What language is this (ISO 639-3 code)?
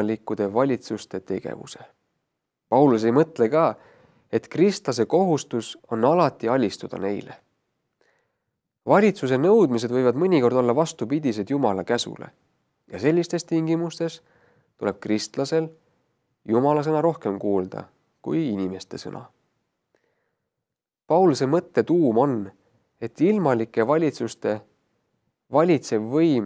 est